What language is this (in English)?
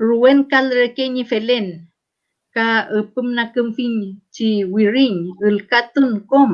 Mapuche